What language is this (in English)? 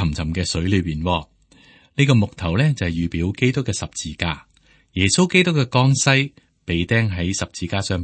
Cantonese